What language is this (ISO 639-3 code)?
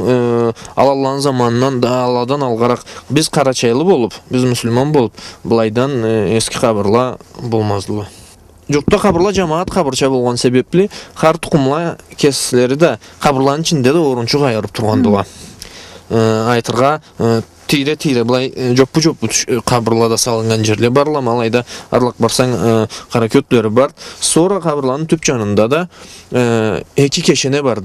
krc